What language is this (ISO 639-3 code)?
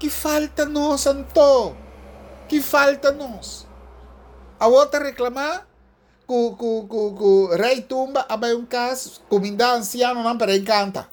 pap